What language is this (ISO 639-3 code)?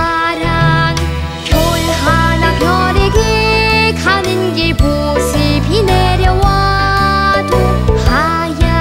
kor